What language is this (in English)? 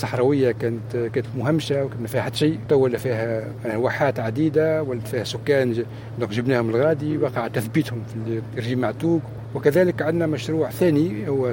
Tunisian Arabic